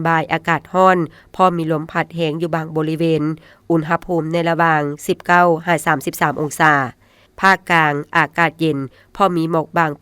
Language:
Lao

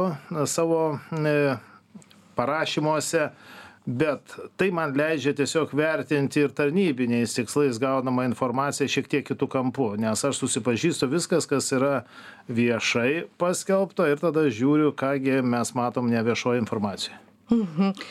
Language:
Lithuanian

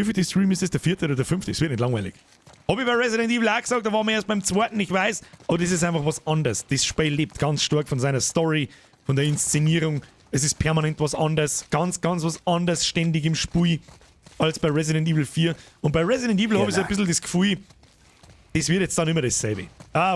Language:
Bavarian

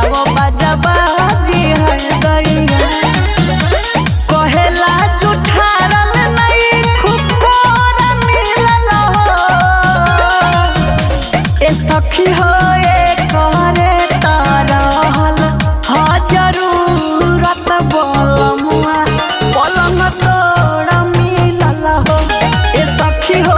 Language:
Bhojpuri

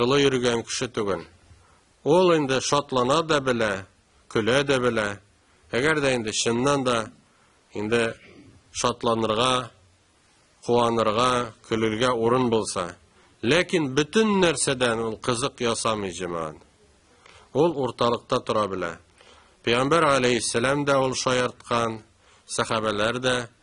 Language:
Tatar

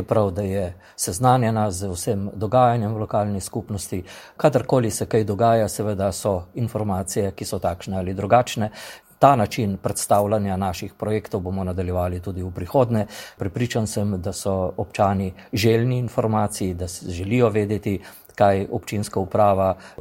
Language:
Slovenian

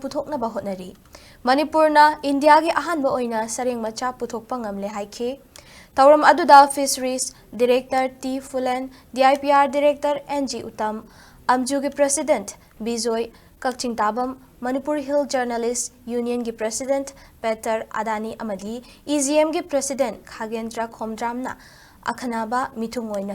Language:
Manipuri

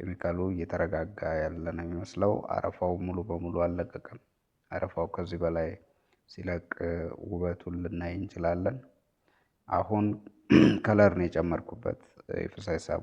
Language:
Amharic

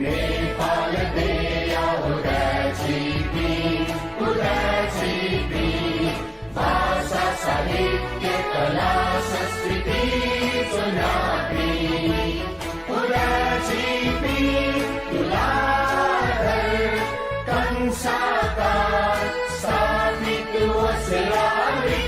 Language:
Newari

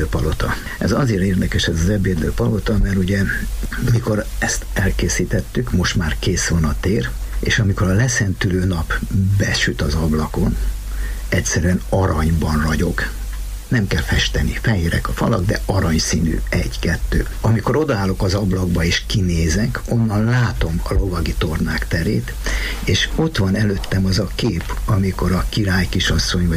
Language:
Hungarian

